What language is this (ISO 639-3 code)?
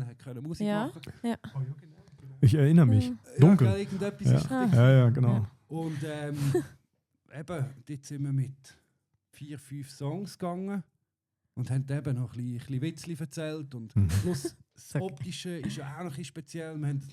gsw